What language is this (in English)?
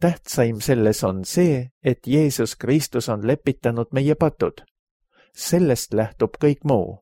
Estonian